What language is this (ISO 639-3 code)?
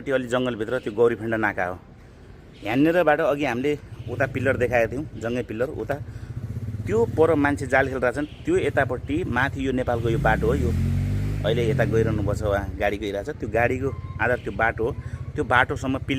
nep